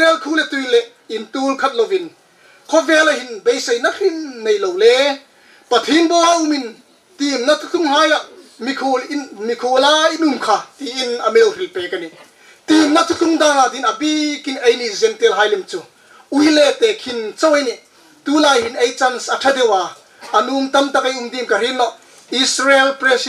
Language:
Hmar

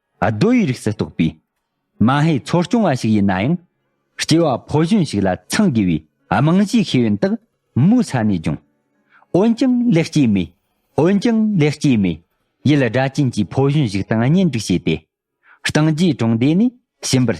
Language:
Tibetan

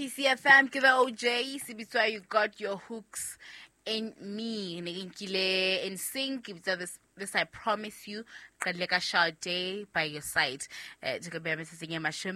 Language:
Southern Sotho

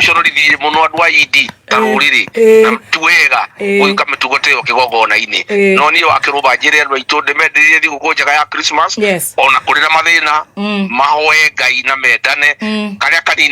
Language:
Kikuyu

